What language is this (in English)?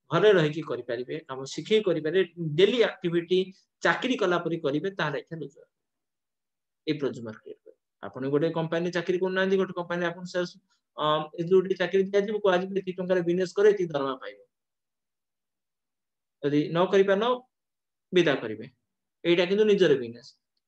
Odia